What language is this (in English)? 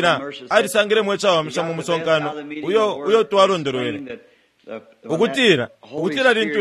Bemba